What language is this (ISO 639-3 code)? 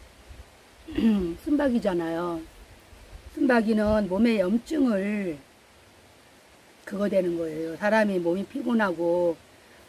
kor